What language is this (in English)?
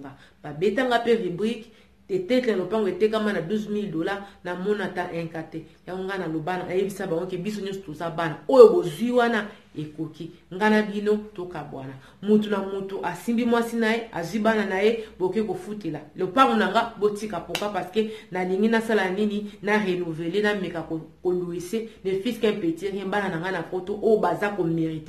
Lingala